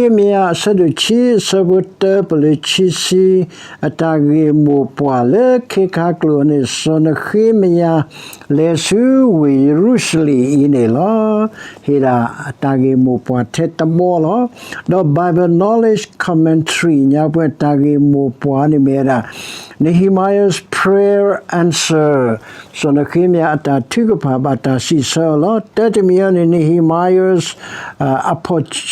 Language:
S'gaw Karen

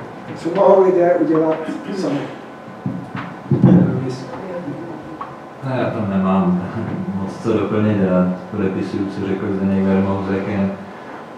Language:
Czech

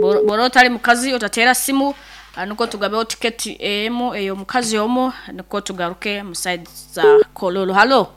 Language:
Nyoro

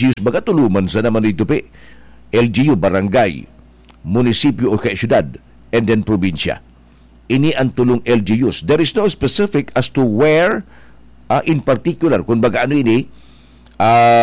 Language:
Bikol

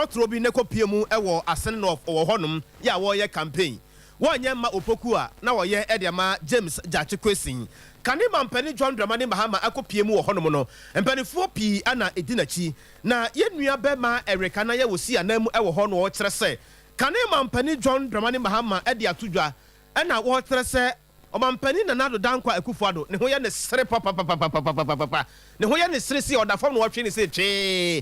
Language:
Akan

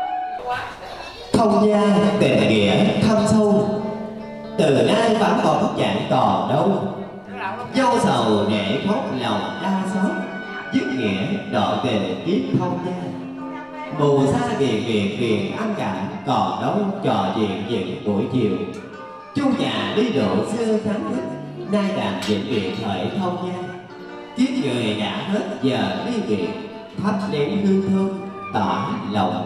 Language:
Vietnamese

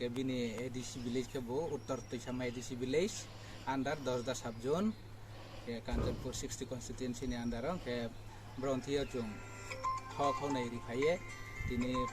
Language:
Kok Borok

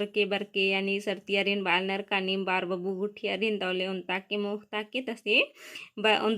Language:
Kurukh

